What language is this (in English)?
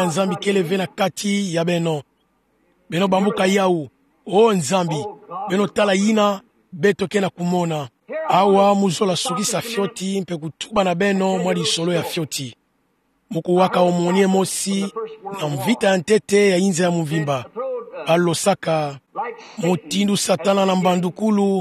Kituba (Democratic Republic of Congo)